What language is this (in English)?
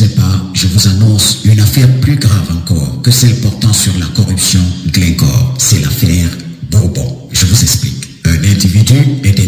French